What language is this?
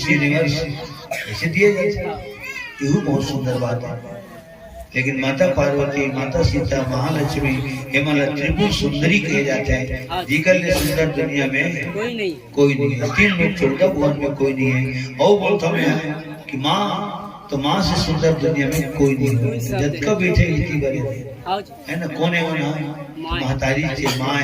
Chhattisgarhi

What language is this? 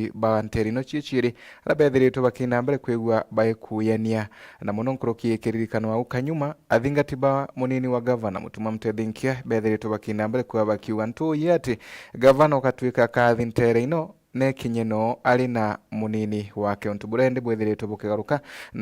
Meru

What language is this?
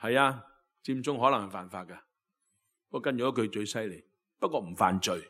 Cantonese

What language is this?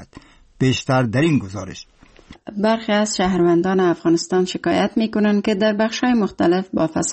Persian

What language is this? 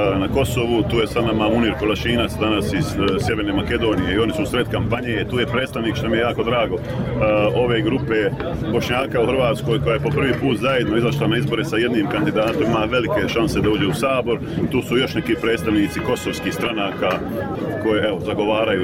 Bosnian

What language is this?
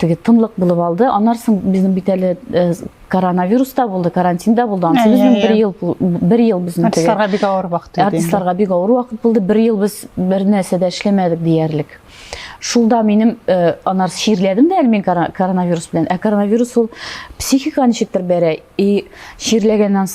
Tatar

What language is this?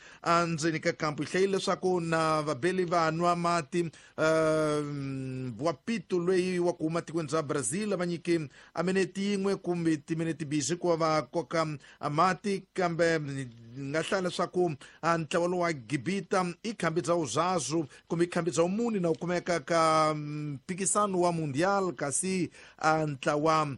Tsonga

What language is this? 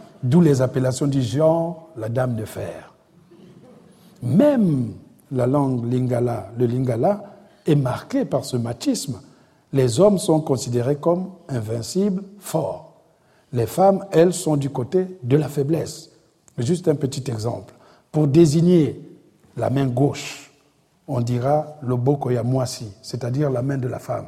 French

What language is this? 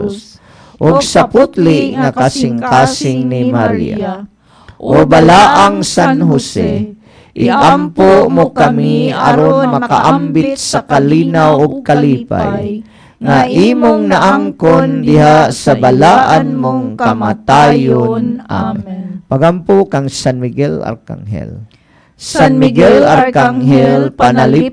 Cebuano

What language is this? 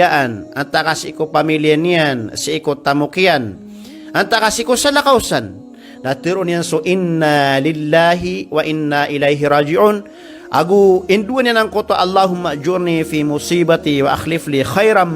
Maranao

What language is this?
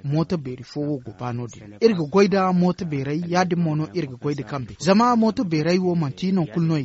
Zarma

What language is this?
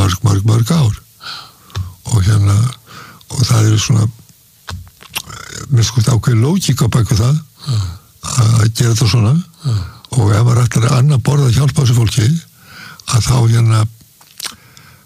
Icelandic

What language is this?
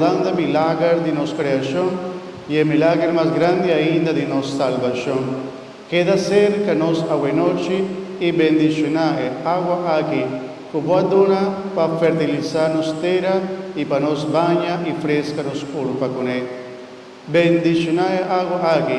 Papiamento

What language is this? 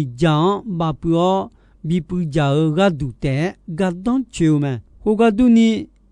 Akha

